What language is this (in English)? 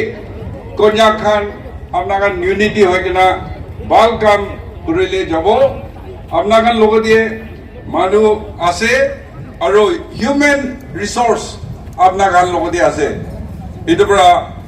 Naga Pidgin